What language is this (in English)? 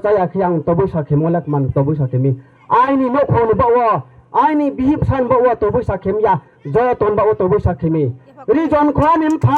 Riang (India)